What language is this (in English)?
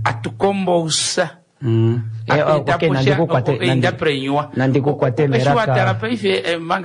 Kuanyama